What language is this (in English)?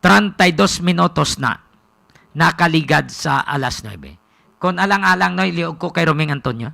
Hiligaynon